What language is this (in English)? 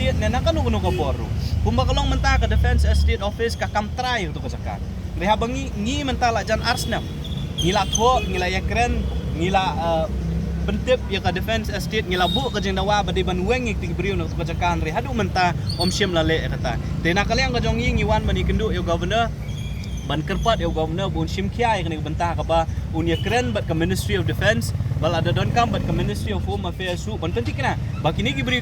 Khasi